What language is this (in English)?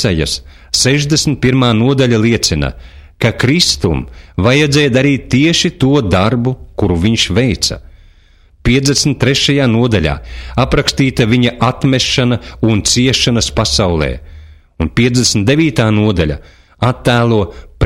Latvian